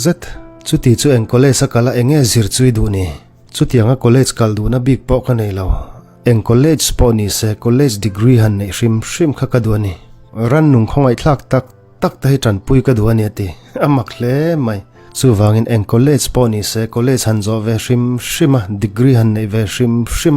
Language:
Mizo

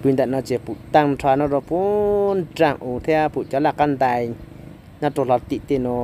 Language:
Hmong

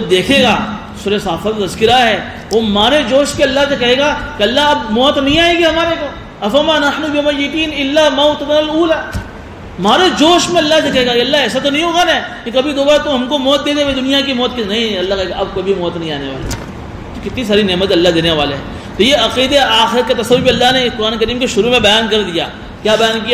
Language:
Urdu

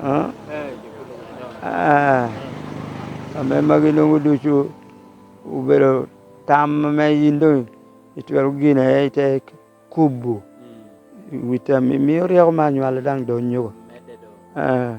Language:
Lango (Uganda)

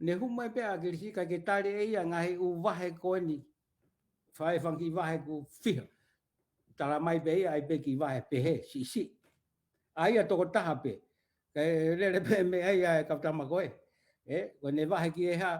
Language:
Tongan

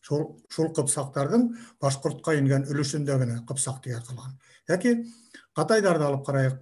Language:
Bashkir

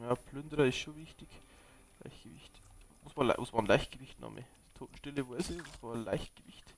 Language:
Bavarian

